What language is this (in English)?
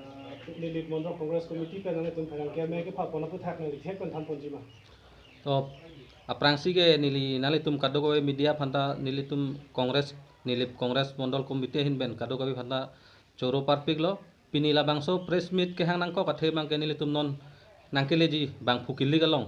Karbi